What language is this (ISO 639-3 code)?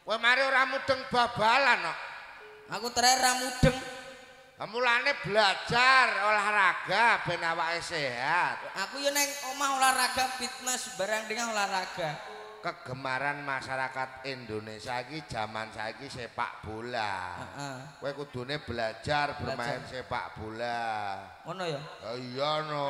jav